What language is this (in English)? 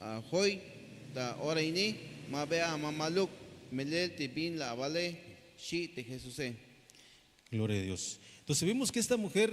Tzeltal